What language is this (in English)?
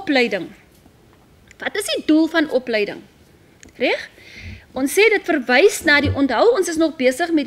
Afrikaans